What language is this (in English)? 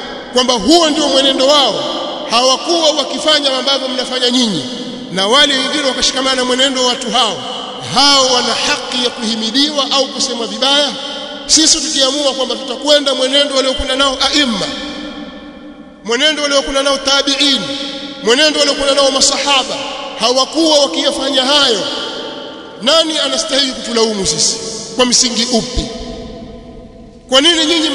Swahili